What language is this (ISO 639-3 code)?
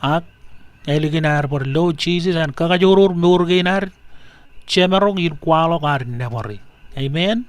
mah